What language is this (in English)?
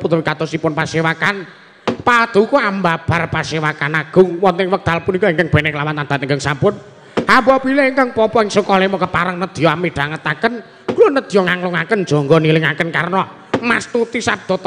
Javanese